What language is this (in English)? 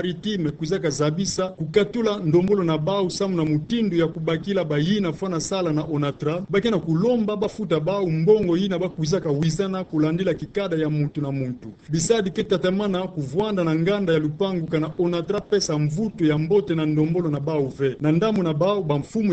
Kituba (Democratic Republic of Congo)